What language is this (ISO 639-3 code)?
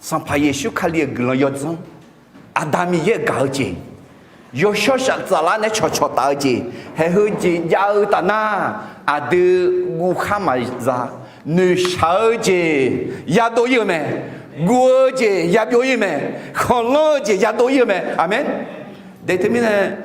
ahk